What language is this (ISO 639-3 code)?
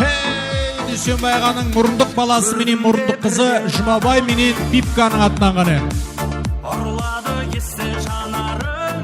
kaa